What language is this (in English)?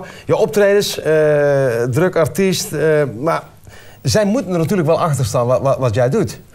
Dutch